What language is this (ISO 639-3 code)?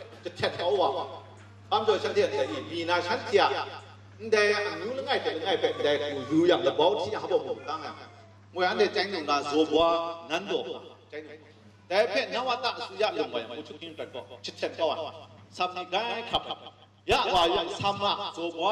kac